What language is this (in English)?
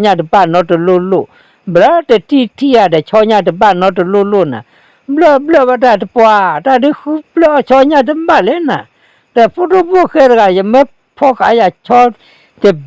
S'gaw Karen